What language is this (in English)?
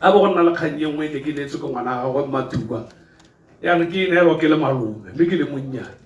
Tswana